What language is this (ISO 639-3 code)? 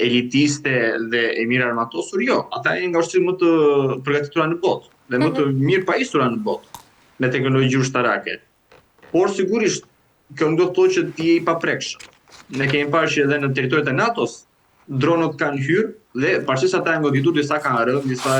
sqi